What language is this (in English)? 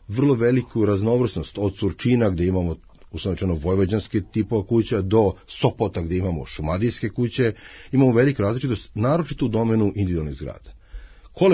Serbian